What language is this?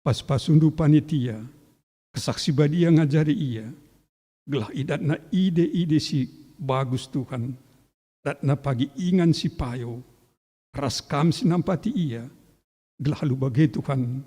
Batak Karo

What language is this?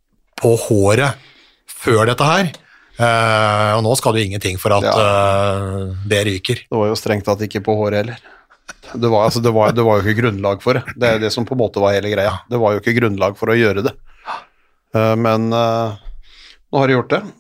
Norwegian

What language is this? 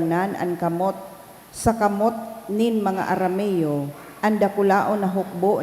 Bikol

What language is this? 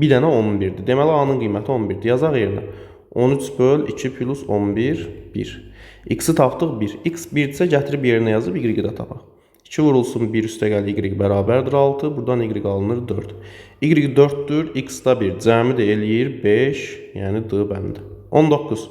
Azerbaijani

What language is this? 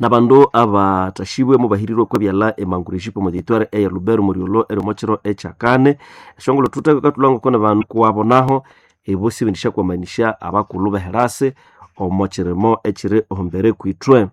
Nande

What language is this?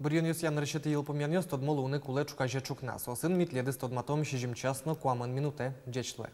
Udmurt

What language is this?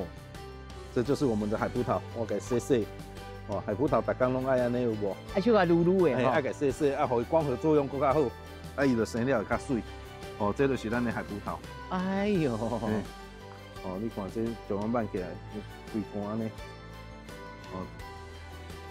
Min Nan Chinese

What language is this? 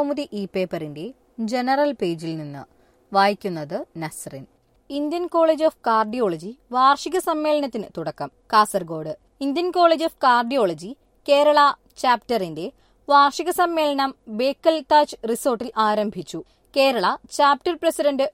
Malayalam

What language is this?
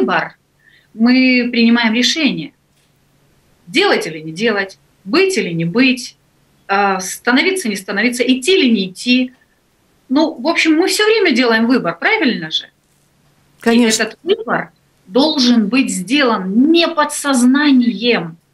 Russian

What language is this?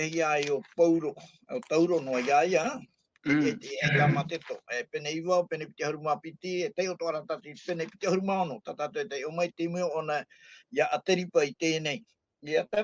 Tahitian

